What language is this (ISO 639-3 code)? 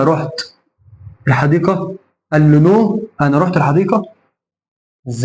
arz